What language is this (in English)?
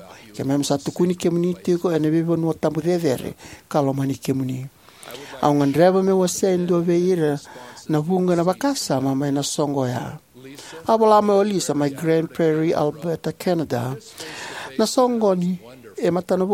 Fijian